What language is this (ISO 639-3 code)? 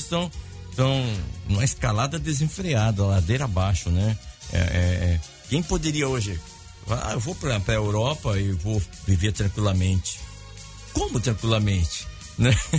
por